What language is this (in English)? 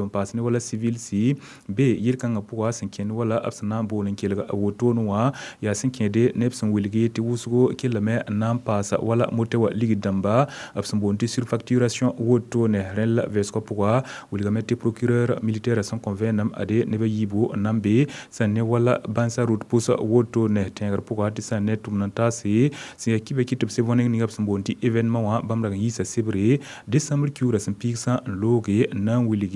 Mossi